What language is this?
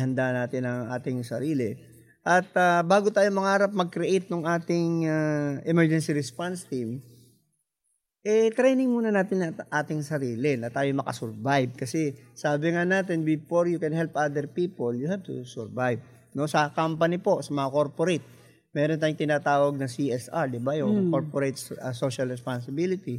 Filipino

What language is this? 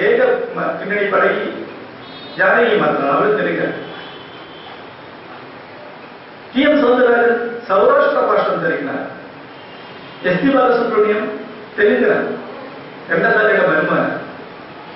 Malayalam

